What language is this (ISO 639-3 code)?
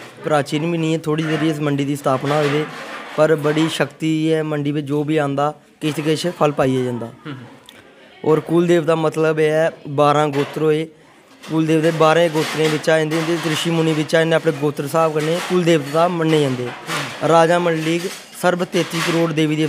doi